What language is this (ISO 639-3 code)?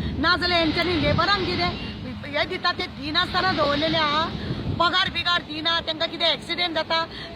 kok